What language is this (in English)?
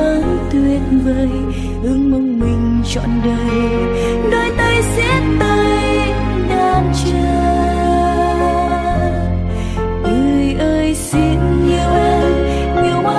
Vietnamese